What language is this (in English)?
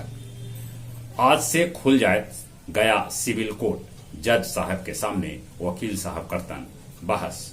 Magahi